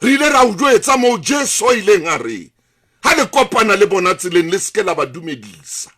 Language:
Southern Sotho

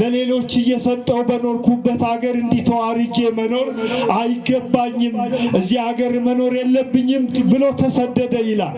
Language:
Amharic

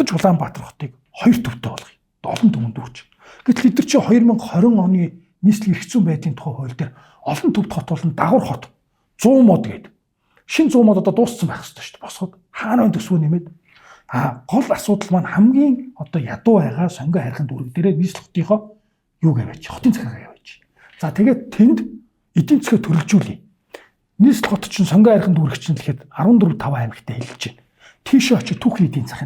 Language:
Mongolian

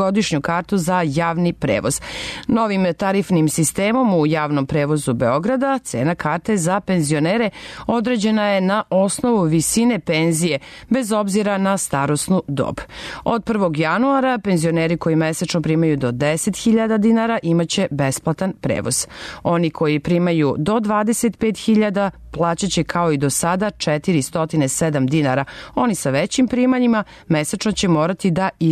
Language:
Serbian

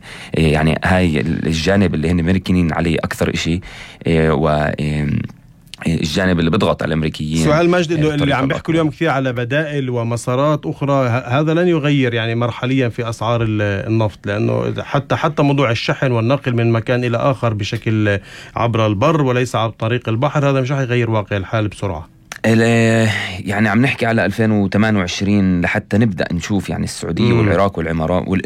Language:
North Levantine Arabic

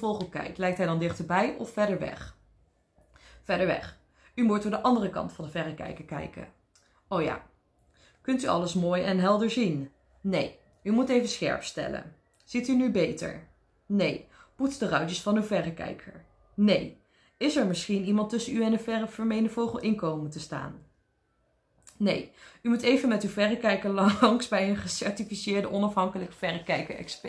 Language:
Dutch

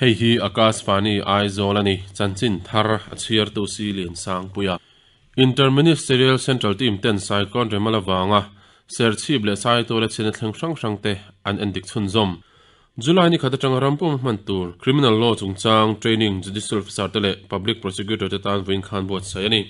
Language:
Mizo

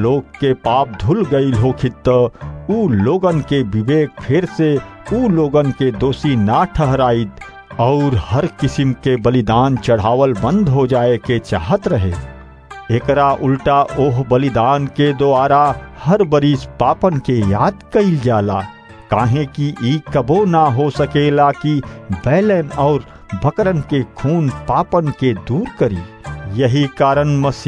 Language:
Bhojpuri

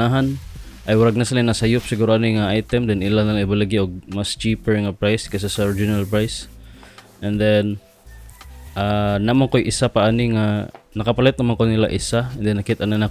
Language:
Cebuano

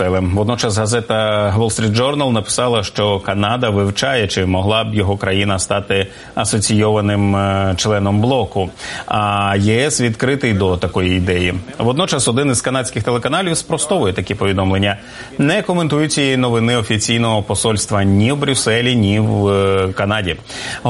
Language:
Ukrainian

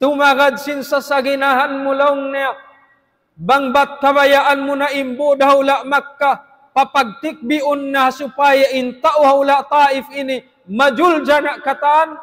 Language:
Tausug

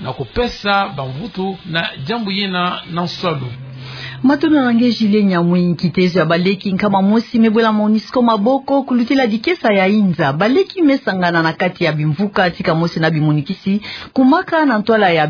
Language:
Kituba (Democratic Republic of Congo)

